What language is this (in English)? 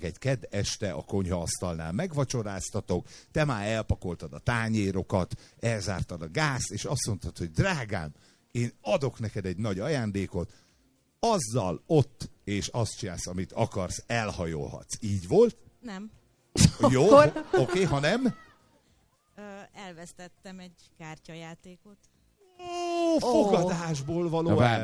Hungarian